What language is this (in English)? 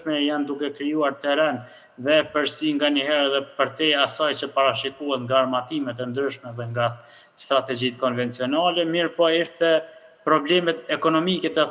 Albanian